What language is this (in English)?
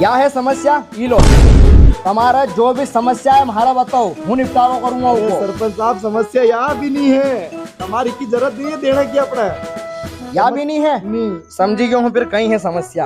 Rajasthani